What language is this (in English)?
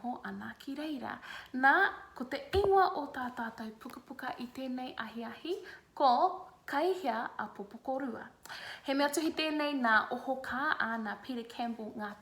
Māori